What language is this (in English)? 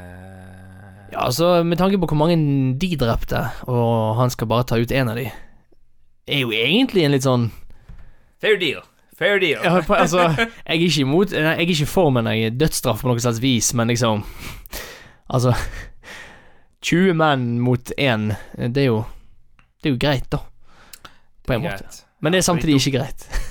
Norwegian